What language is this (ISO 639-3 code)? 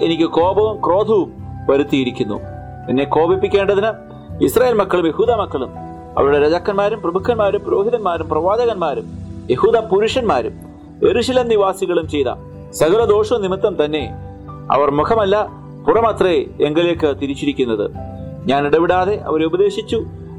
mal